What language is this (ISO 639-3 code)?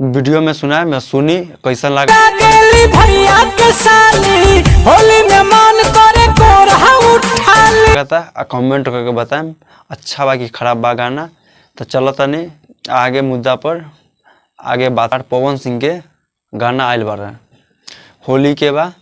bho